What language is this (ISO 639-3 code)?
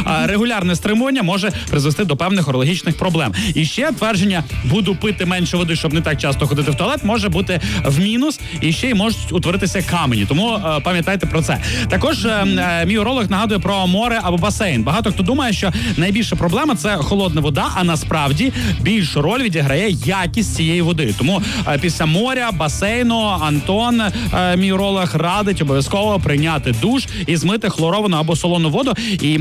ukr